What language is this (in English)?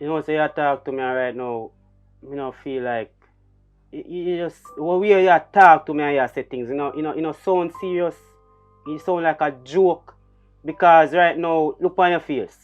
Jamaican Creole English